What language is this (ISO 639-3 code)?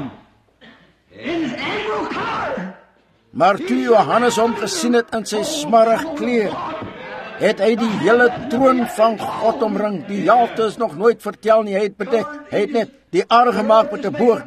afr